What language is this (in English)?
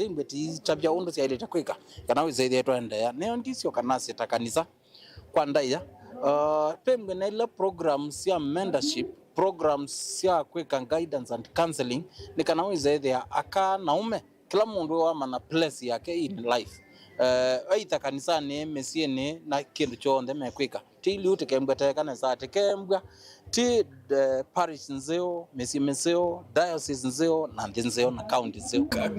Kamba